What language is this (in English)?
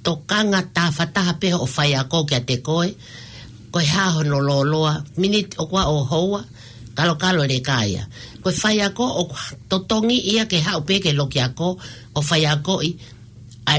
Tongan